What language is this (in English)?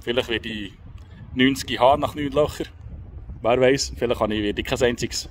Swiss German